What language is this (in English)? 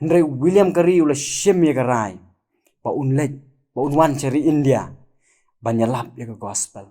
Khasi